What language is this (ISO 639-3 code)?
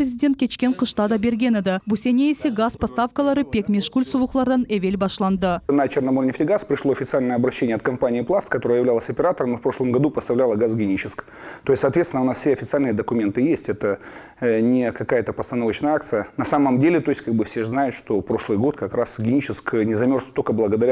crh